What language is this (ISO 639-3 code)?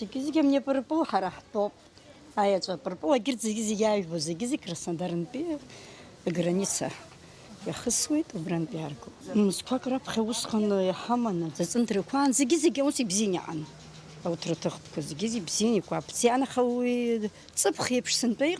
abk